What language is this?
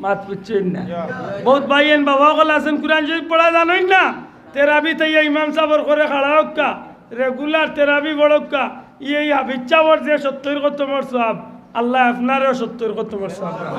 Sylheti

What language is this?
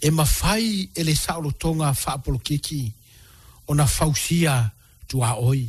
Samoan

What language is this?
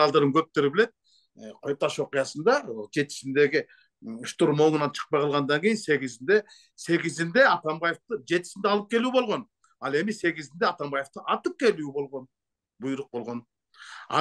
Kyrgyz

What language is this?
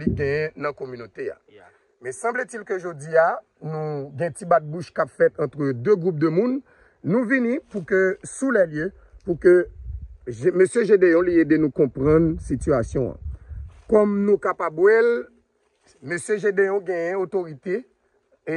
Haitian Creole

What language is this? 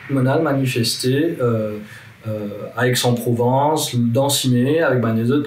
French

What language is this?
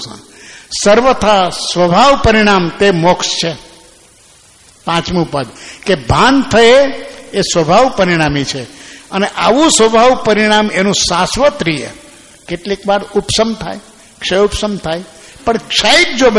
Gujarati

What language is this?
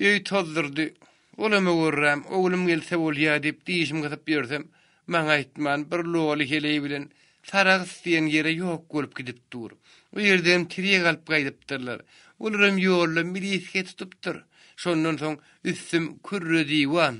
Turkmen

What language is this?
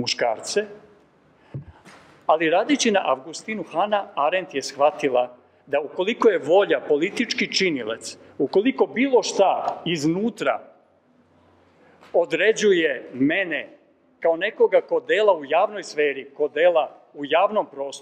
Serbian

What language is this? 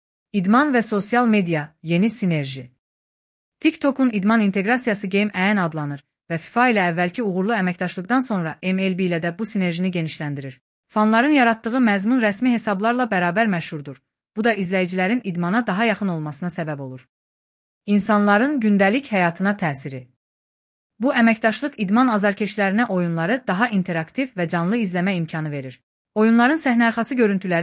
Azerbaijani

